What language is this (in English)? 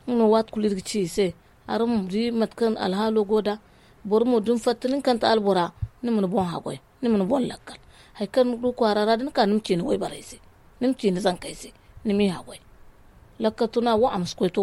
Zarma